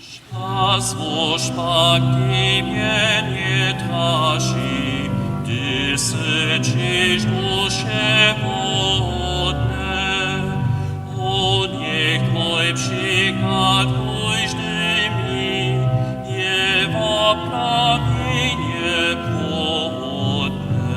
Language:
Upper Sorbian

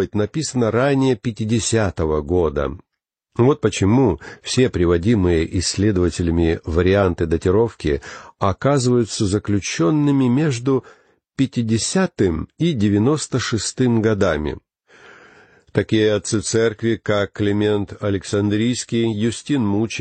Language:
Russian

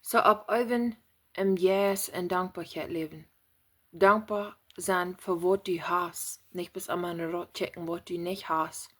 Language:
Plautdietsch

